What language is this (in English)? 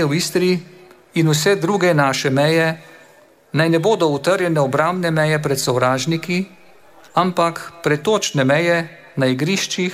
Slovenian